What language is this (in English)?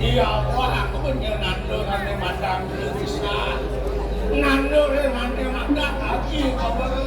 Balinese